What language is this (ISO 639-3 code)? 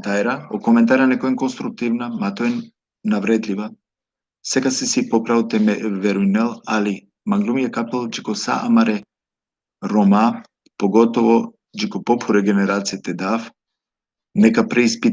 rmn